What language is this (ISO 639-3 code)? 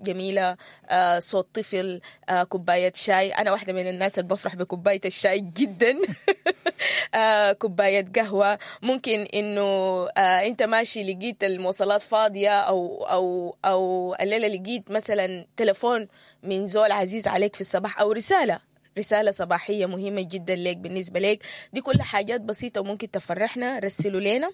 apd